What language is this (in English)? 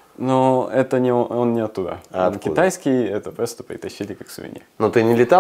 Russian